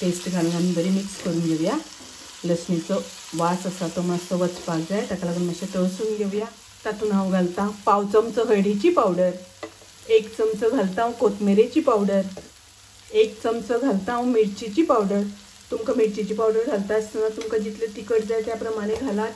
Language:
Konkani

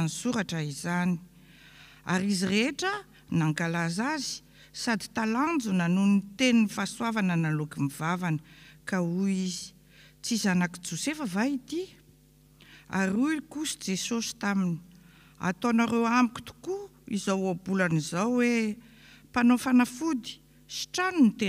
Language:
Malagasy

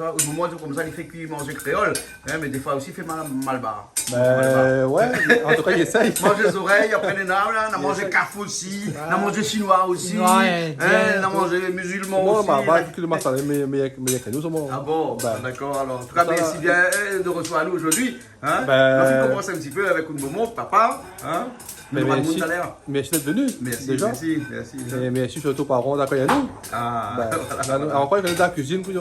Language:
Réunion Creole French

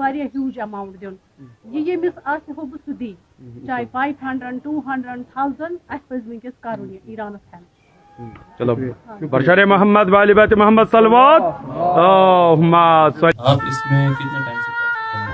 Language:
Kashmiri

